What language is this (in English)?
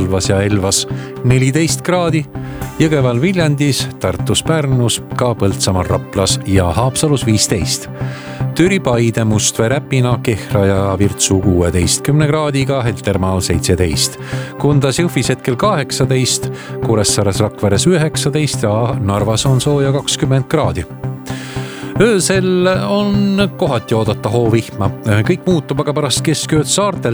Estonian